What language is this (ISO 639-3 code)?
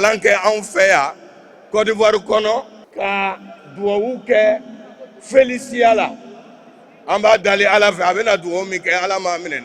bam